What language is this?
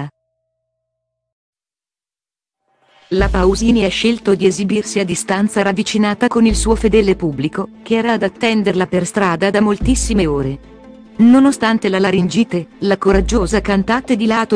Italian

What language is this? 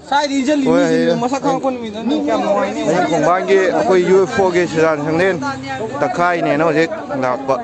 Manipuri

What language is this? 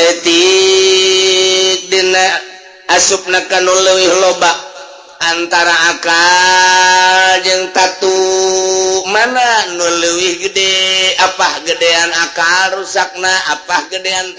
Sundanese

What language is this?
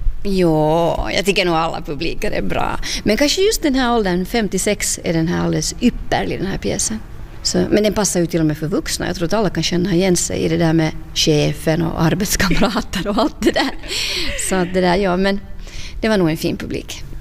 Swedish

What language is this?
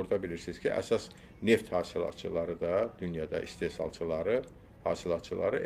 Azerbaijani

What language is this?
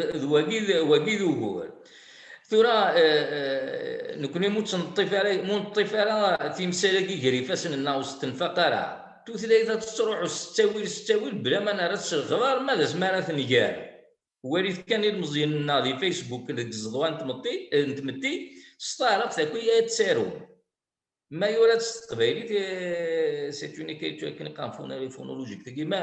Kabyle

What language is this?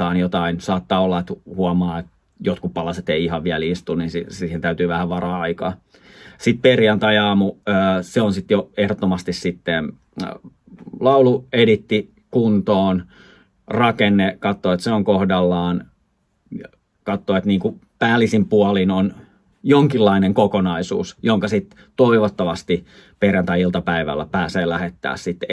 Finnish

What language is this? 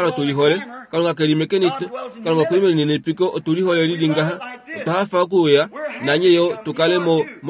Kuanyama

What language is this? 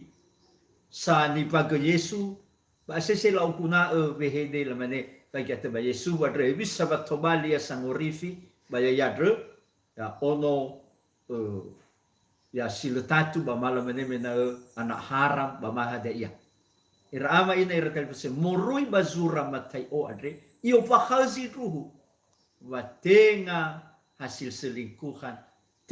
Nias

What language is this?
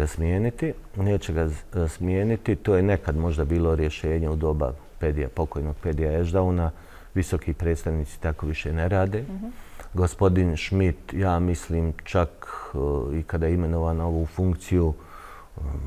Bosnian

